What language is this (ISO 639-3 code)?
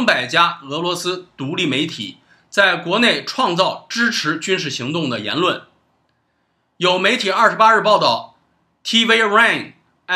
zho